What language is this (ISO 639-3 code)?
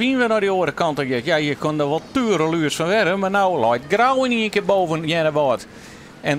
fry